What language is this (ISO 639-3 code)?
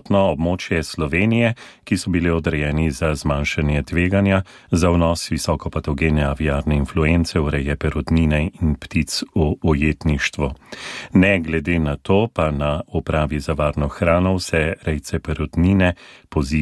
slv